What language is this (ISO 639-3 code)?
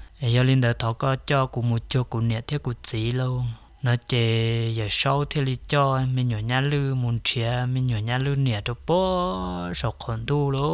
hmn